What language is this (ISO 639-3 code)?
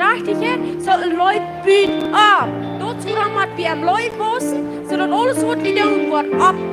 pdt